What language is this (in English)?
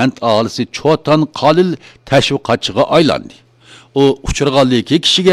Uyghur